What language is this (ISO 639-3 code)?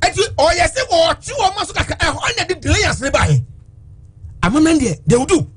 aka